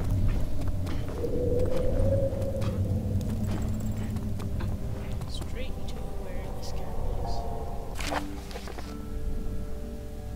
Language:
English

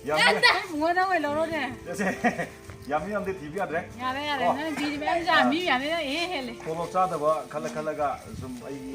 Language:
Manipuri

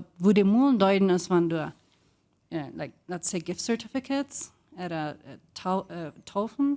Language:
Plautdietsch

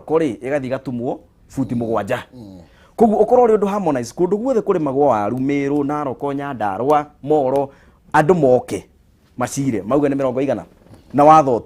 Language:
Kikuyu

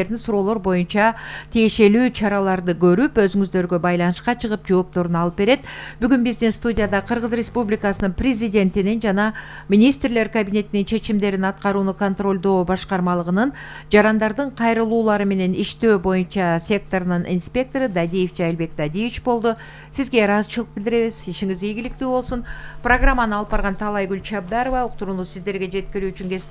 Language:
Kyrgyz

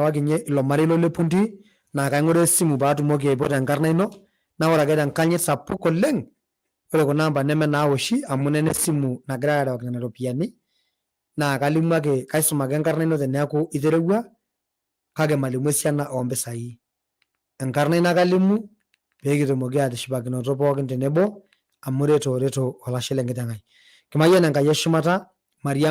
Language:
Masai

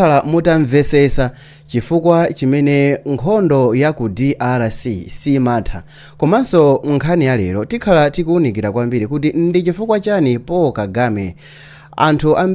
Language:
Nyanja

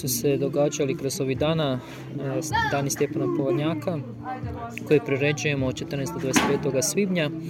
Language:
Croatian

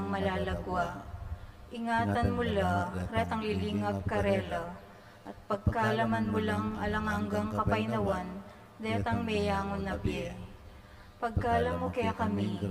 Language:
Pampanga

